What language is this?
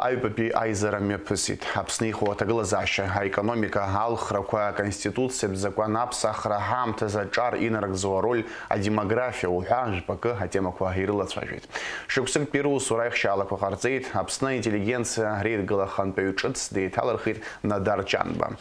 Abkhazian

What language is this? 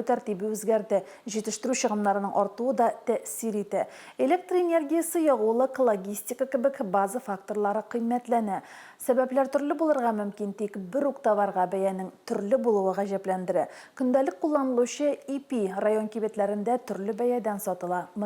Tatar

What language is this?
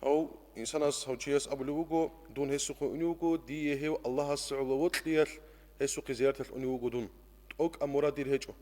Avaric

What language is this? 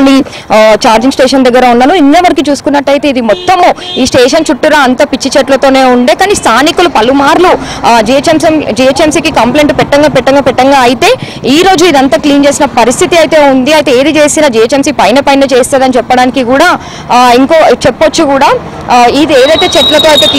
Telugu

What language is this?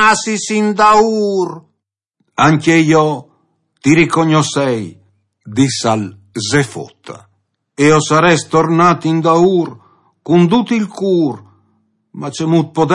Friulian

